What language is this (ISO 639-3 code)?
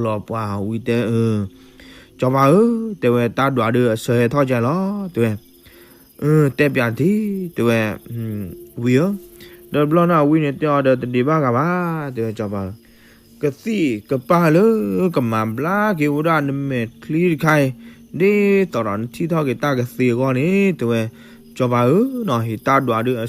ksw